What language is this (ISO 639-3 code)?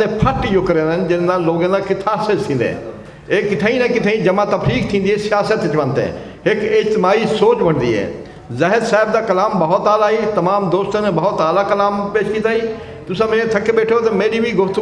skr